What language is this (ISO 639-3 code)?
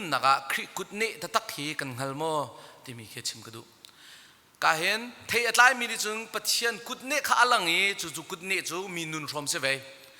cnh